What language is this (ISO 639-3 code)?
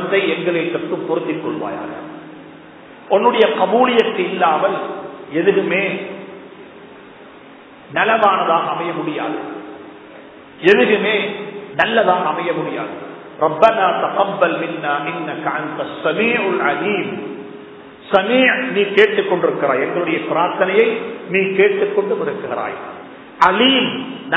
tam